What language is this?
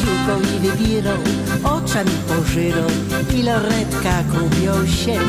Silesian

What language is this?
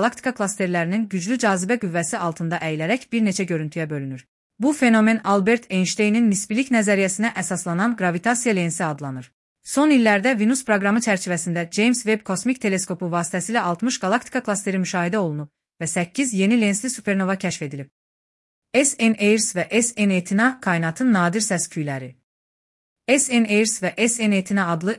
Azerbaijani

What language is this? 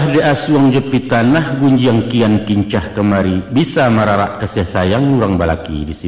Minangkabau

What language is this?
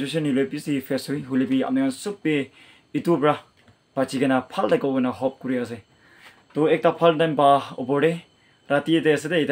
Naga Pidgin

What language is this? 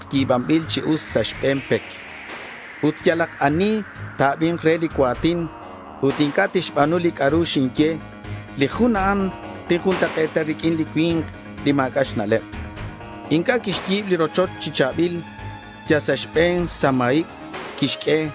Kekchí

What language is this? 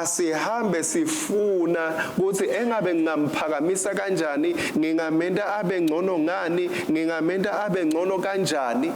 Swati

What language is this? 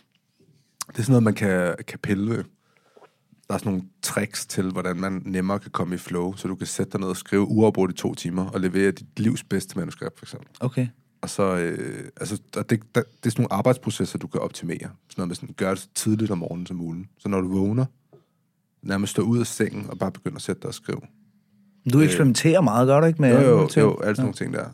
Danish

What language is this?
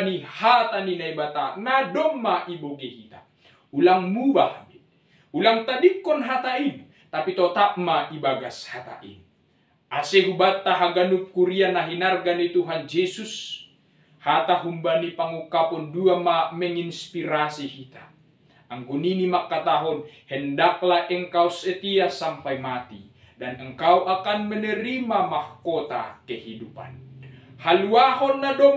Batak Simalungun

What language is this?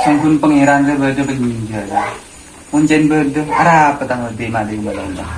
Madurese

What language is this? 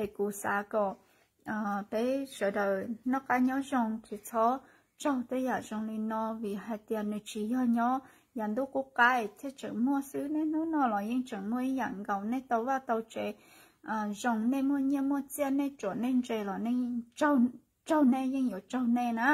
Hmong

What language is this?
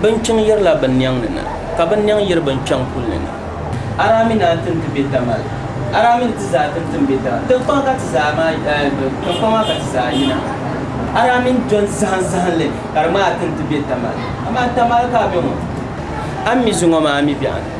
Dagbani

